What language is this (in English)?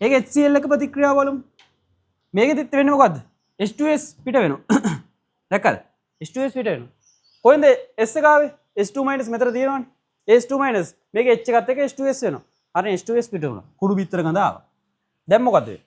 Sinhala